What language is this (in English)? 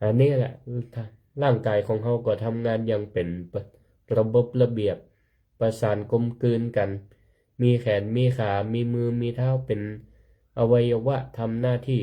Northern Thai